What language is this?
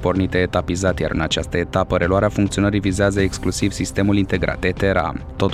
Romanian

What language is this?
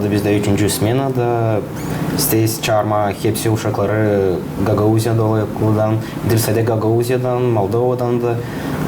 Gagauz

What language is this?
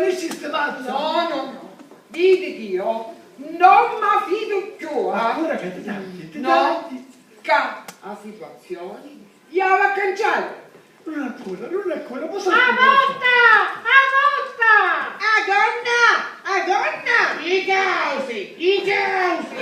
Sicilian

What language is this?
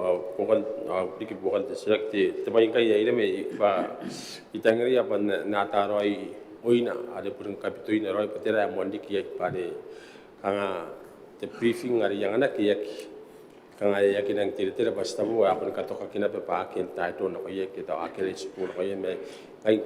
Gilbertese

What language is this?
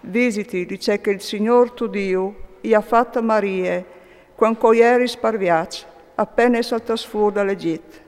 Friulian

